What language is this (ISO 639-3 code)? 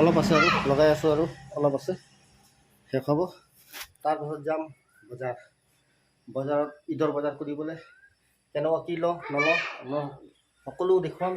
asm